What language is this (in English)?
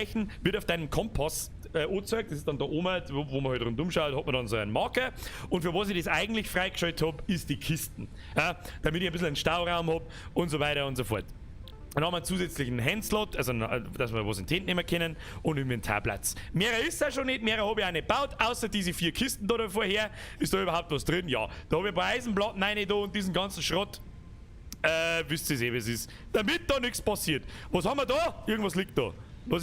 Bavarian